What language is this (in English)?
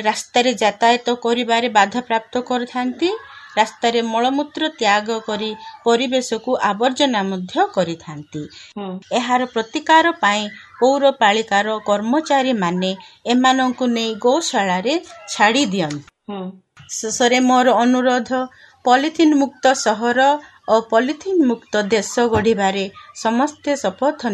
Odia